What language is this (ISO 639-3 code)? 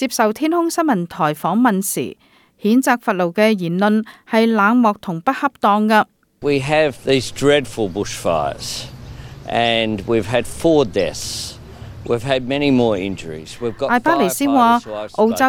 yue